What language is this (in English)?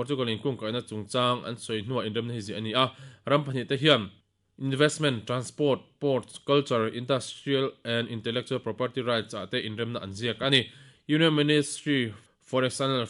Mizo